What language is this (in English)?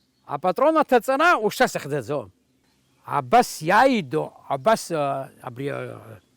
Abkhazian